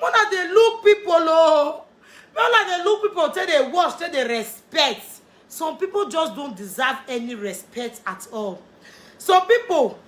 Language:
Nigerian Pidgin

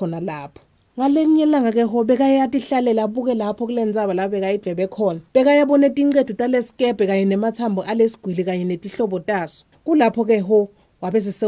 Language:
Swati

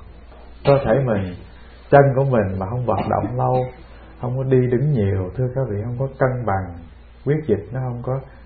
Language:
Vietnamese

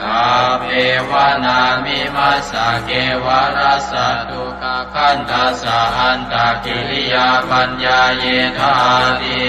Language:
Pali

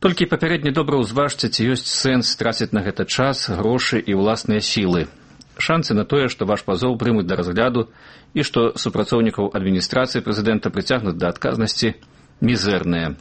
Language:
Belarusian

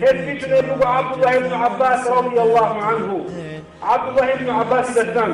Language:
Avaric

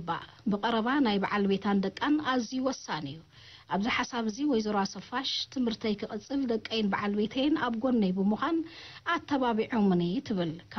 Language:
Tigrinya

